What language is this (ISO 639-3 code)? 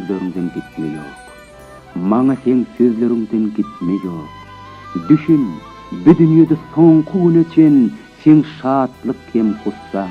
tuk